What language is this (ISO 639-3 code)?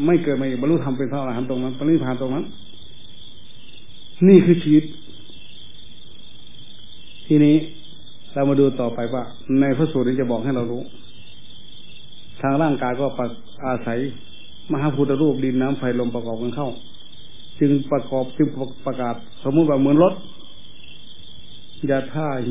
tha